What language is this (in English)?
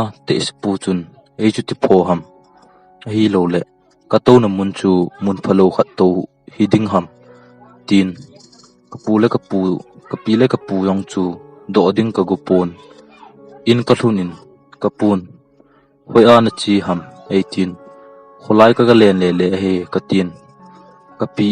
Thado Chin